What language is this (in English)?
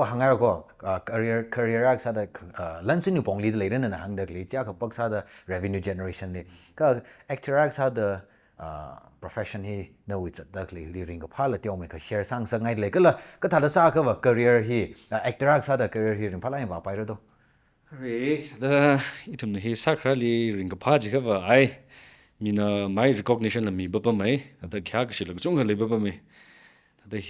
Tangkhul Naga (India)